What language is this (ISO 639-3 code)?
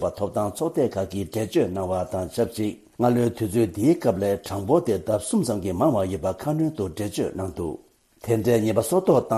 bod